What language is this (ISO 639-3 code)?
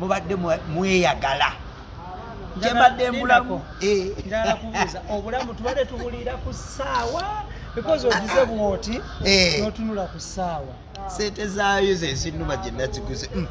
lug